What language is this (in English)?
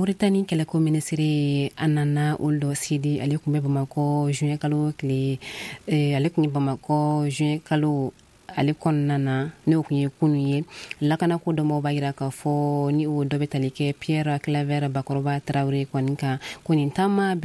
Bambara